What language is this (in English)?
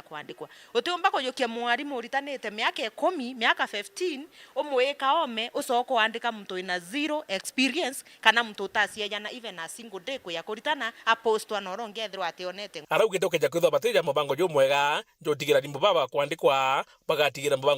Meru